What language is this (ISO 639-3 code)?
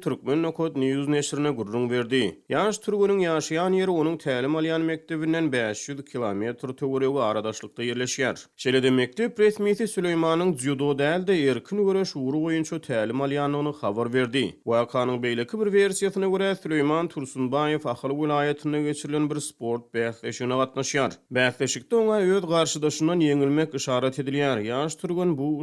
tuk